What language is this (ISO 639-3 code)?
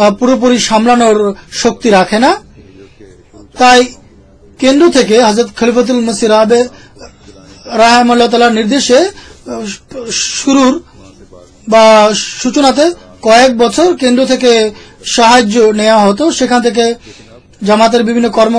ben